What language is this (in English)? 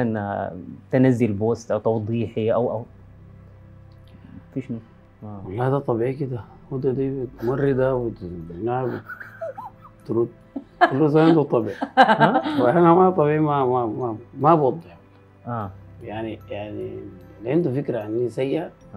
Sudanese Arabic